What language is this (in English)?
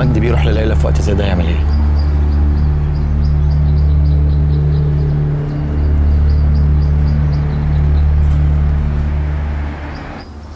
Egyptian Arabic